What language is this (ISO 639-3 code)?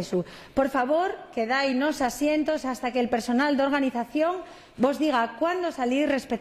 ast